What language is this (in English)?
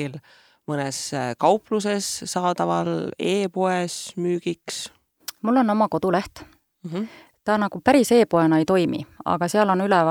Estonian